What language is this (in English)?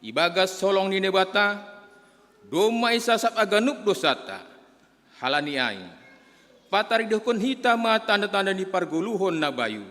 Batak Simalungun